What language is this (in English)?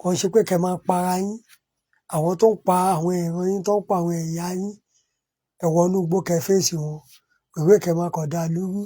Yoruba